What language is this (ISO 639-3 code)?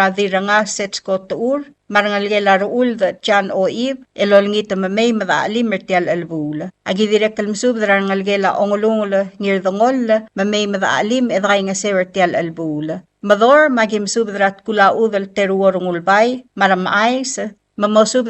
pau